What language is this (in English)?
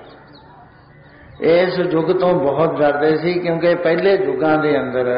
Punjabi